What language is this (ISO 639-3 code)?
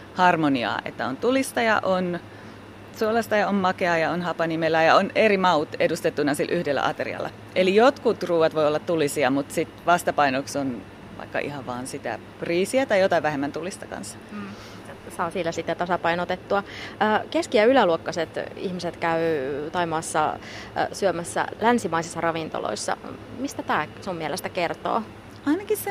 fin